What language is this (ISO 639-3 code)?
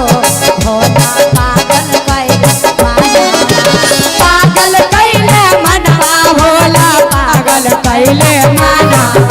mag